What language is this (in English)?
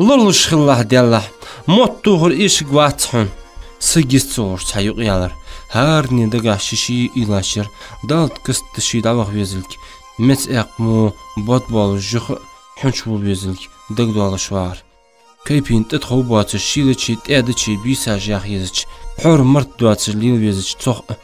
Ingush